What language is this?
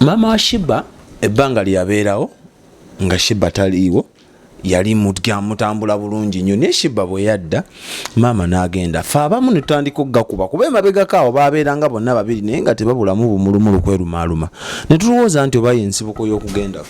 Ganda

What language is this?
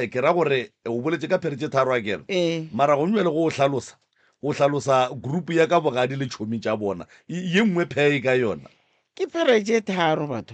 Northern Sotho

